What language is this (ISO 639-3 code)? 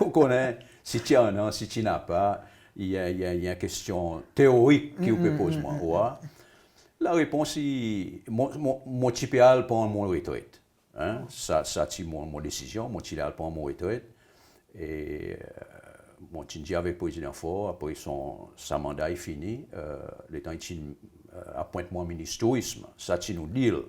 crs